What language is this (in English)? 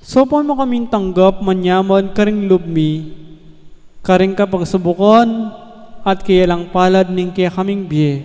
Pampanga